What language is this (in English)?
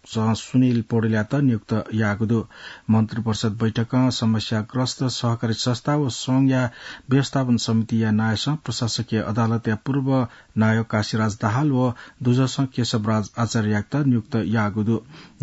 Newari